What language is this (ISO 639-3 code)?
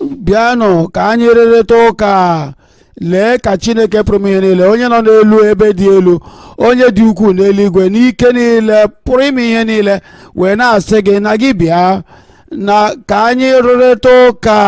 ibo